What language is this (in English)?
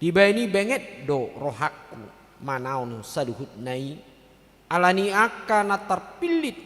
Batak Toba